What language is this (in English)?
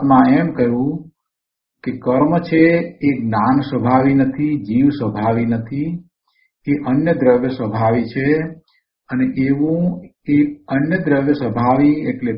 Gujarati